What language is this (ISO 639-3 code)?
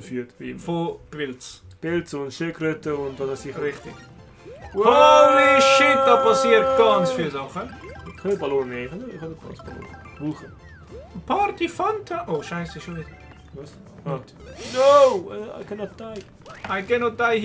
gsw